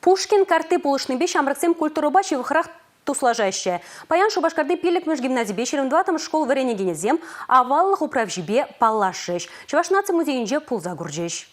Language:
Chuvash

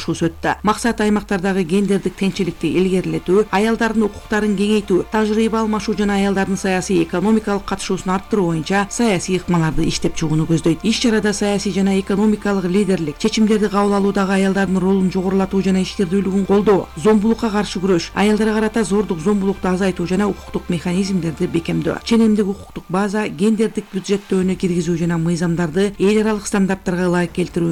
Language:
Kyrgyz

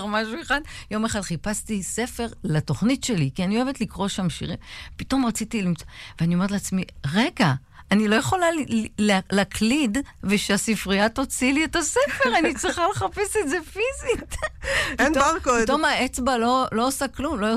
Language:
Hebrew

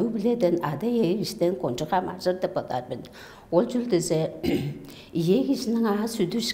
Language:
Tuvinian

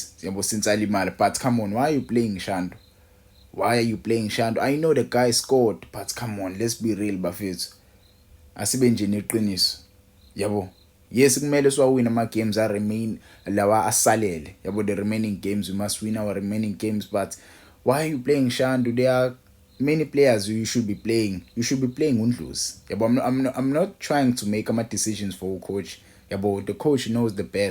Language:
Zulu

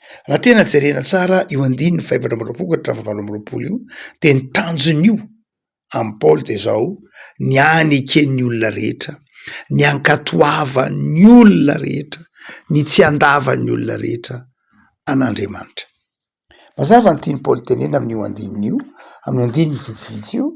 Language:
Malagasy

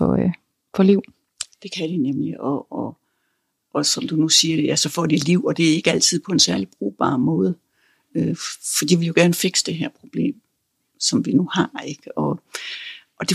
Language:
Danish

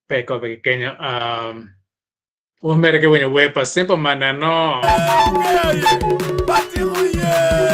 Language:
Acoli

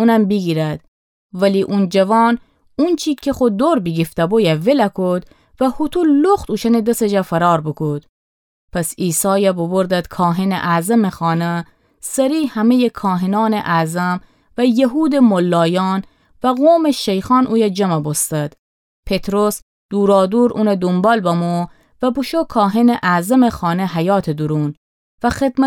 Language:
Gilaki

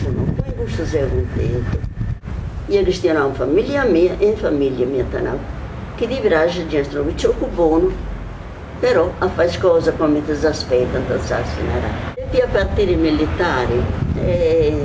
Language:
Sardinian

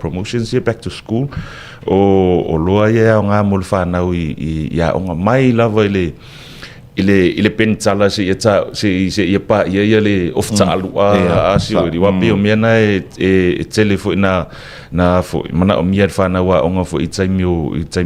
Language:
Samoan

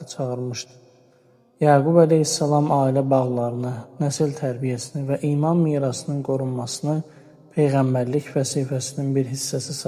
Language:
Azerbaijani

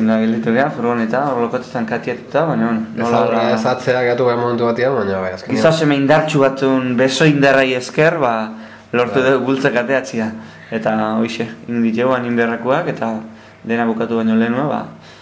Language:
Basque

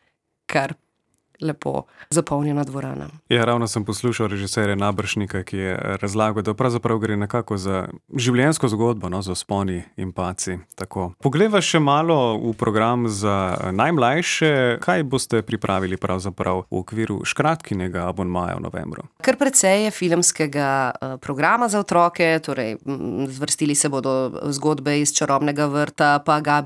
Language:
Slovenian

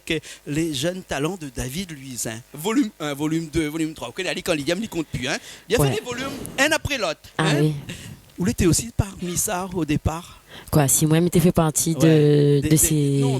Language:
Réunion Creole French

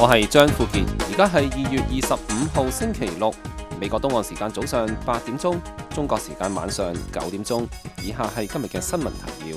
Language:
Cantonese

